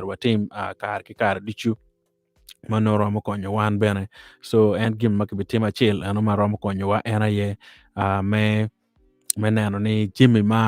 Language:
Acoli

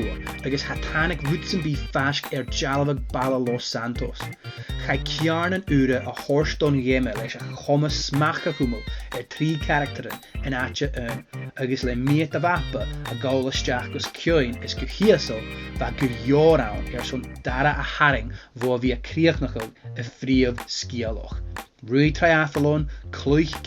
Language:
Scottish Gaelic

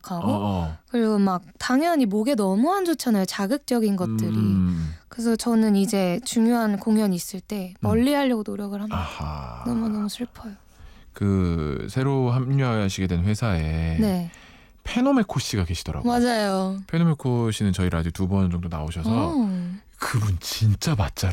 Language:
Korean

